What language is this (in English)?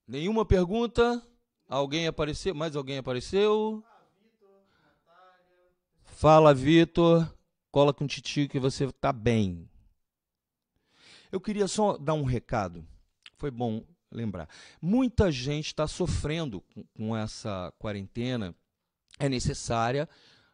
Portuguese